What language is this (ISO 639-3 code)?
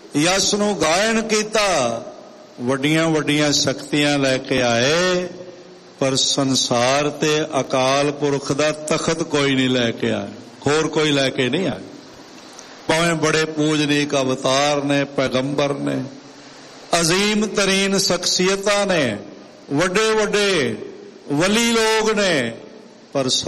pan